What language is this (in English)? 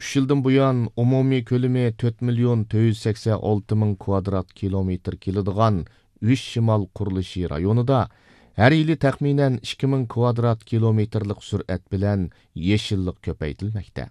Uyghur